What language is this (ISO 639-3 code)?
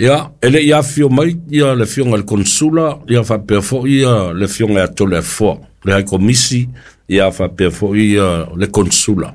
smo